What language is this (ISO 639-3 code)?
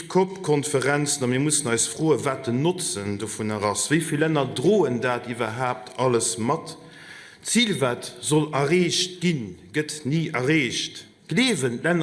ltz